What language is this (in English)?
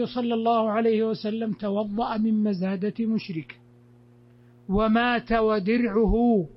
Arabic